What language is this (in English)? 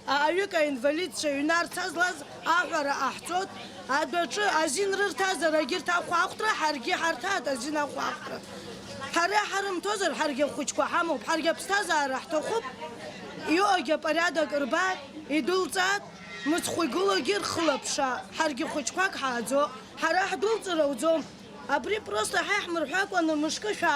Abkhazian